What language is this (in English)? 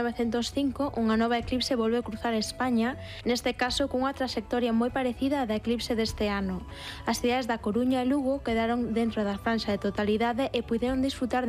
Galician